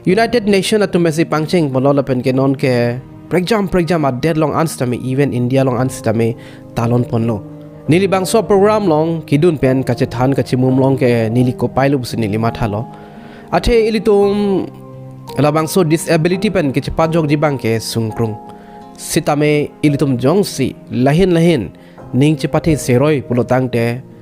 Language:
Karbi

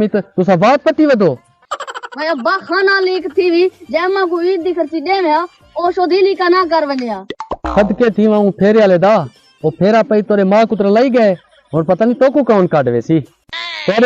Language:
Saraiki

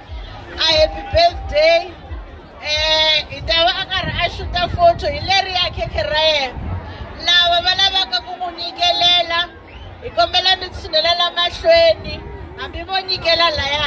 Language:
Tsonga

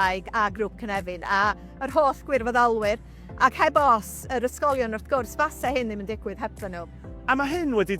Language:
Welsh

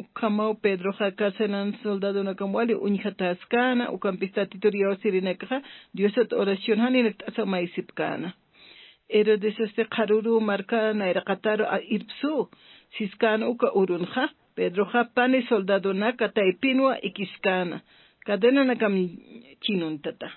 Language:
Aymara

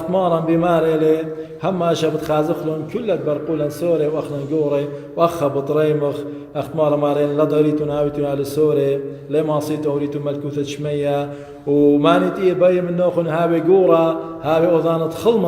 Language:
Assyrian Neo-Aramaic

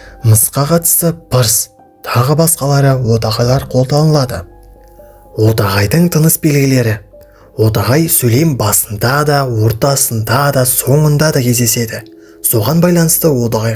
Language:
Kazakh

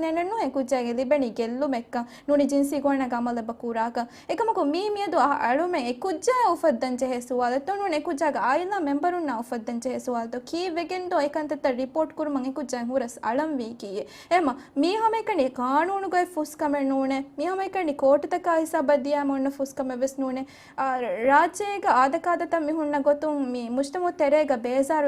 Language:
Divehi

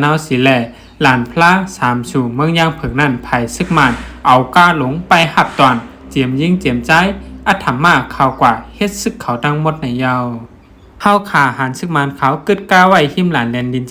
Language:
Shan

